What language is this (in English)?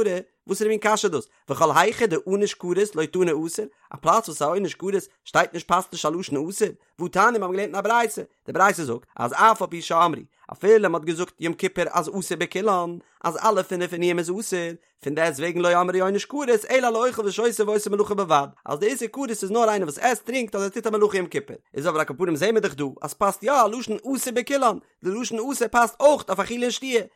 Yiddish